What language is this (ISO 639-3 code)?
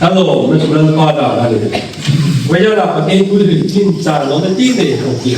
hmr